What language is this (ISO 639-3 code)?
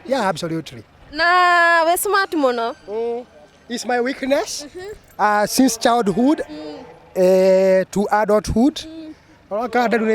kik